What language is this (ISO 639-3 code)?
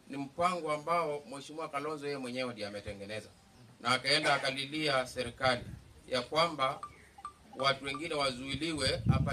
swa